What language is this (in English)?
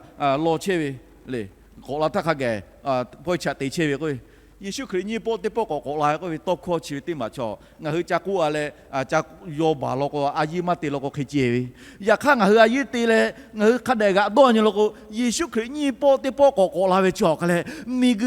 Lahu